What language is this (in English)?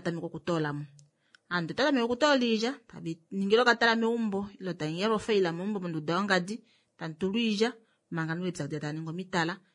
Kuanyama